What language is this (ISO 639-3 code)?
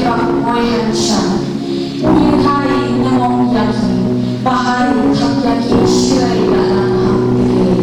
nph